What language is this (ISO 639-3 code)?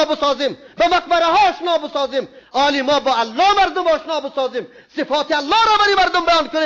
fas